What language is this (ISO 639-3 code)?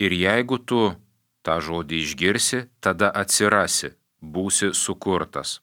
lit